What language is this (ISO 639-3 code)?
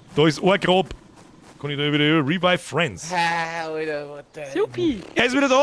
bar